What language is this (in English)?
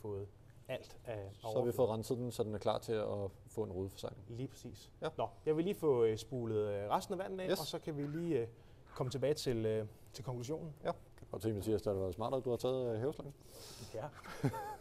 Danish